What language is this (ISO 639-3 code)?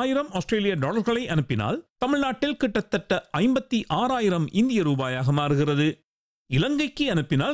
tam